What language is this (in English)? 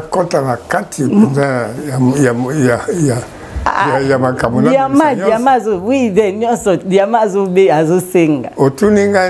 Lingala